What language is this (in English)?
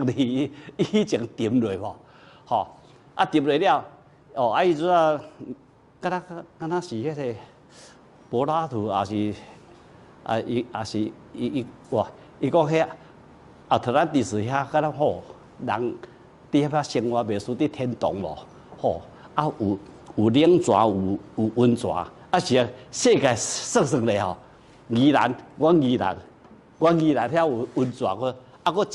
Min Nan Chinese